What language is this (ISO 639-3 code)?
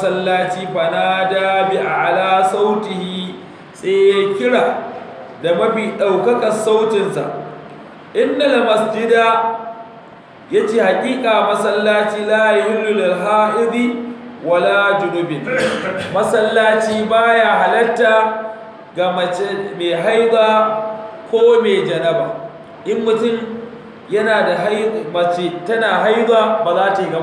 hau